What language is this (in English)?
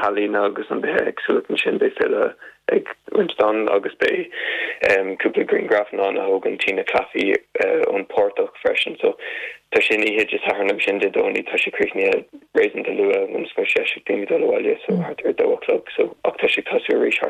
Irish